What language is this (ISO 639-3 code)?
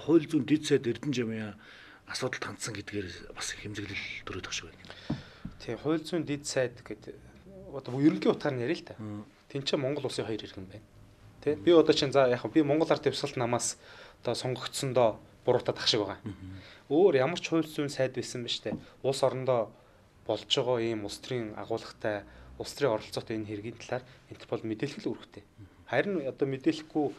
mon